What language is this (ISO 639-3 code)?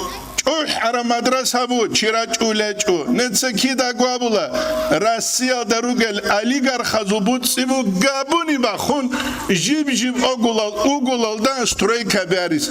ava